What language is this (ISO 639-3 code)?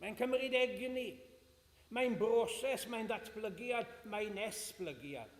cym